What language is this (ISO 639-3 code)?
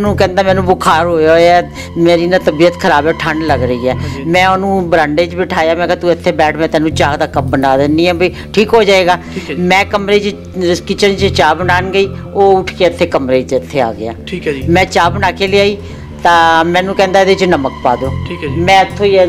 pan